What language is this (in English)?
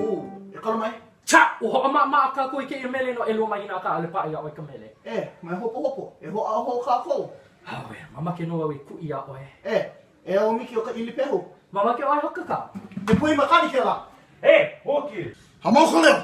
Hawaiian